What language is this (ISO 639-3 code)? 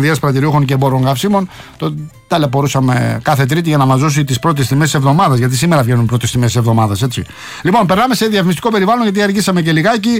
ell